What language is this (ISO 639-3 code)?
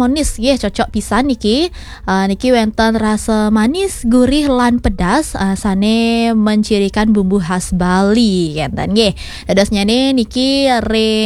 ban